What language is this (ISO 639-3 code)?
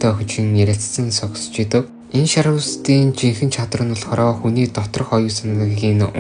mon